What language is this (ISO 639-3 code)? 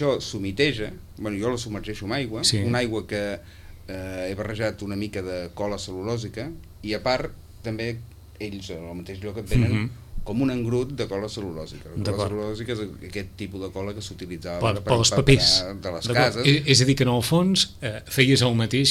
cat